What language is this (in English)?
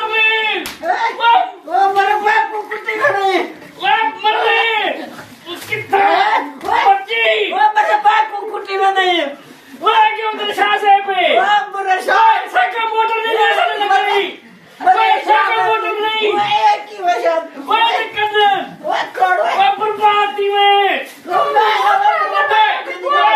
Saraiki